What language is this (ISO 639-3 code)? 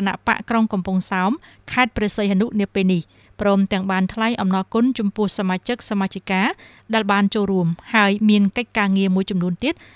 khm